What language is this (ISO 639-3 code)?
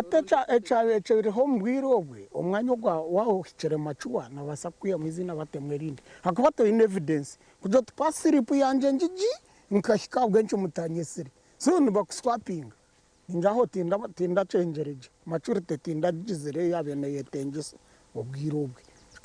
nyn